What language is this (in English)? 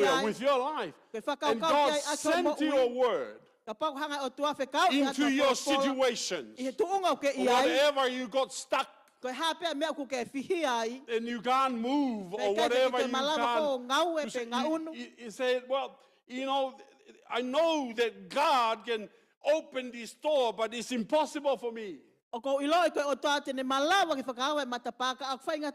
Tongan